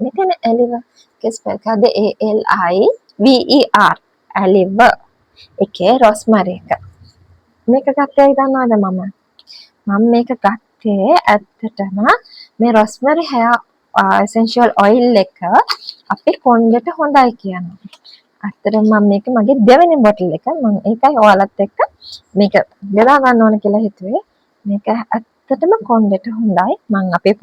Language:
Sinhala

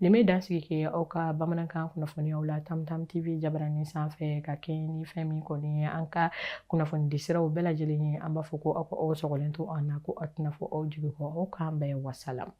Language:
Bambara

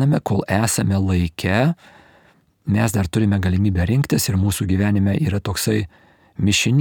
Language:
Lithuanian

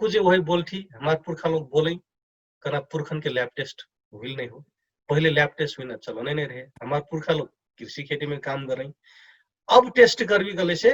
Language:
Dangaura Tharu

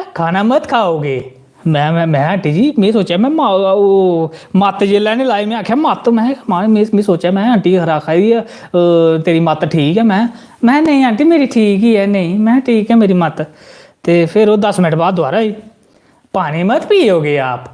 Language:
Dogri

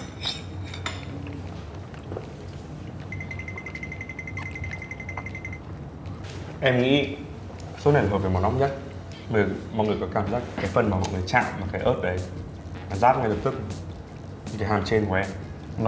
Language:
Vietnamese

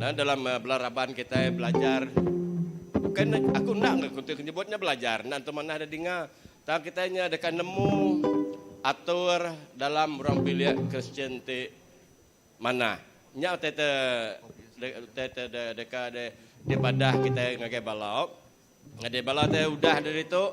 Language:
Iban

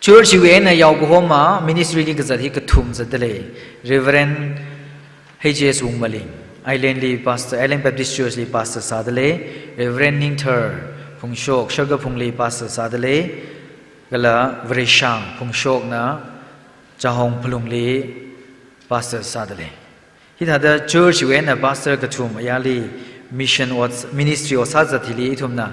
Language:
Tangkhul Naga (India)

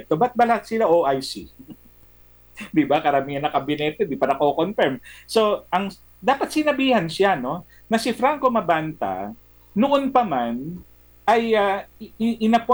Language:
Filipino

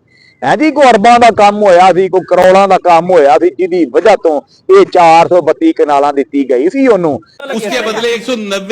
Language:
Western Panjabi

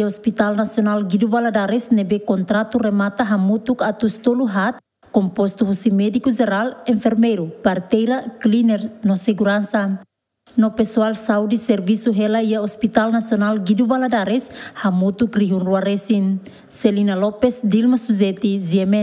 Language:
Tetum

